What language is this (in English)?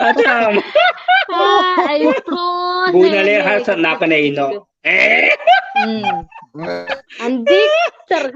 Hmar